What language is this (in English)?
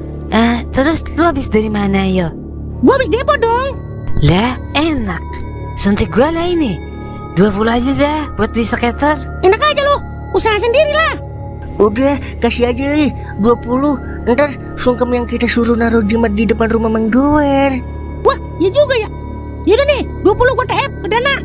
Betawi